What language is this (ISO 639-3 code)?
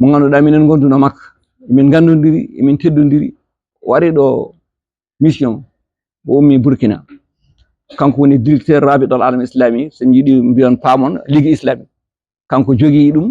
ful